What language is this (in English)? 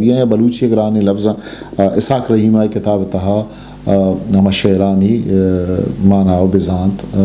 Eastern Balochi